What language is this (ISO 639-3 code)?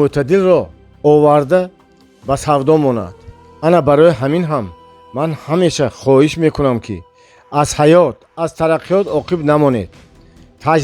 tgk